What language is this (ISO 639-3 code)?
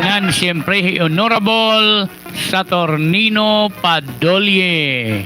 war